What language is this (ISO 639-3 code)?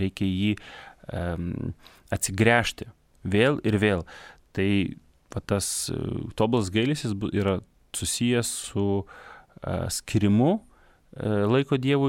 lit